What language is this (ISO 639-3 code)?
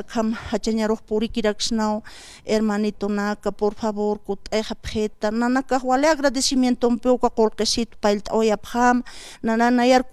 aym